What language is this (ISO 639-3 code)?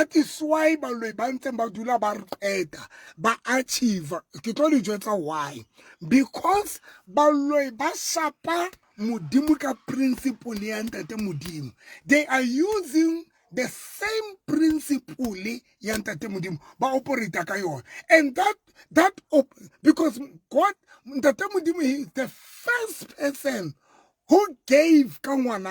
sot